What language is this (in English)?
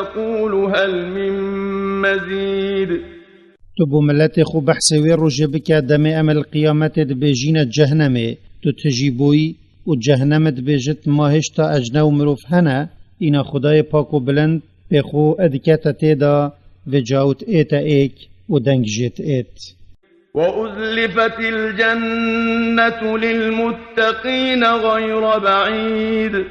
Kurdish